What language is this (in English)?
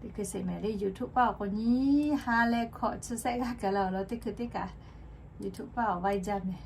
Lahu